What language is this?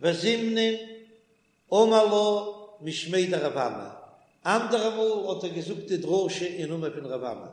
Yiddish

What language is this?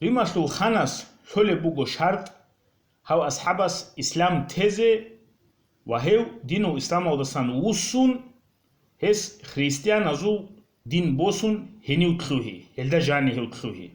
Avaric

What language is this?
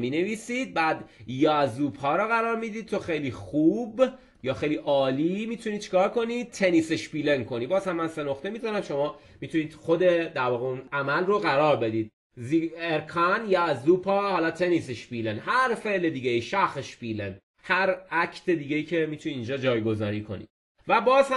Persian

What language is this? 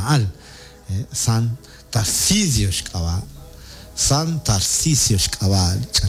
Kekchí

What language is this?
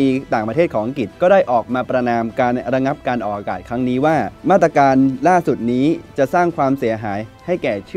Thai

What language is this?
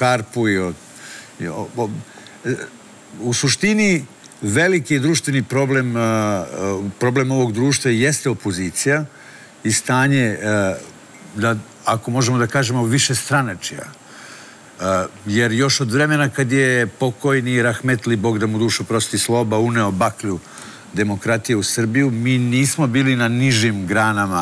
Serbian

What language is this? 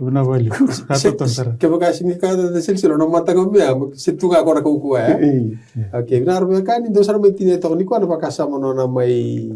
Fijian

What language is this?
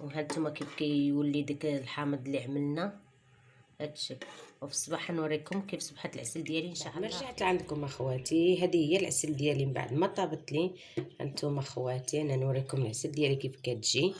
Moroccan Arabic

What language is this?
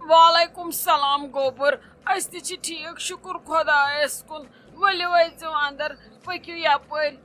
Kashmiri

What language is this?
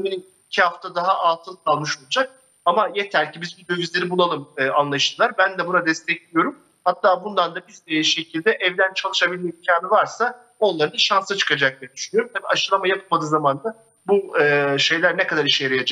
Turkish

